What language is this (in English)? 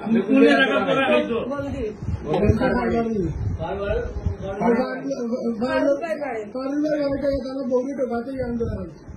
Sylheti